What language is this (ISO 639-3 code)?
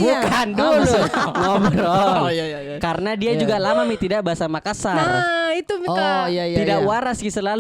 mfp